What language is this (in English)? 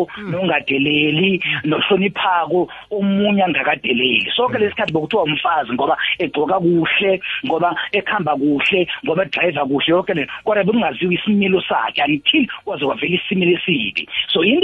South Ndebele